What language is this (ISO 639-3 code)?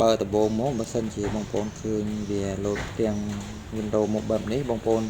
khm